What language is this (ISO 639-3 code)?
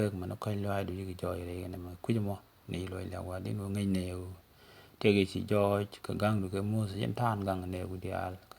nus